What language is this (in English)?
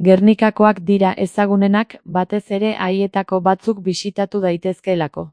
Basque